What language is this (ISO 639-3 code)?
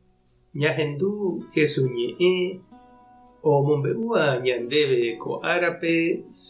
grn